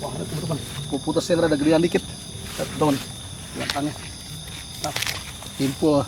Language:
Betawi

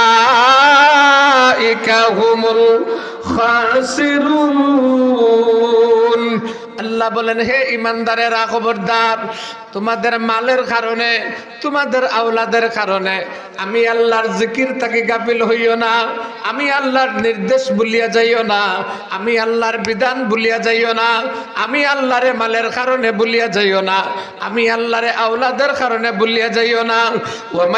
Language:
Sylheti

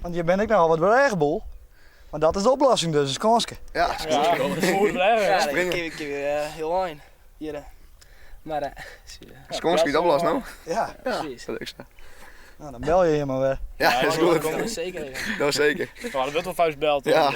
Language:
Western Frisian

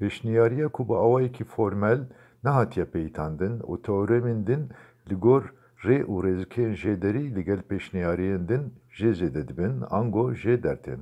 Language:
Kurdish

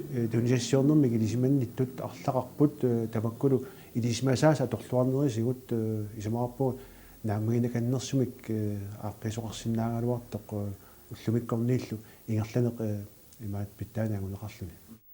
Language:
Kalaallisut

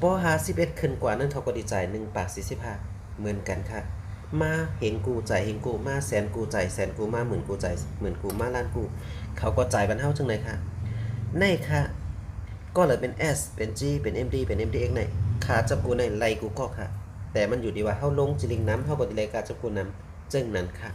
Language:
Shan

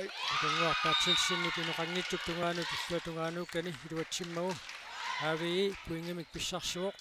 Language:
Kalaallisut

